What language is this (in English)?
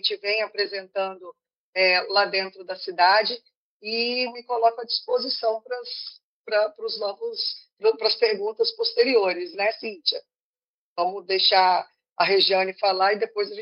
Portuguese